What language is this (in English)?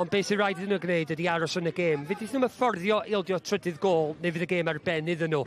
Welsh